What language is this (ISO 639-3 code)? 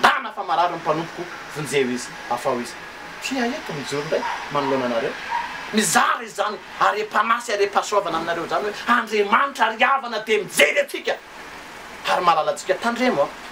mlg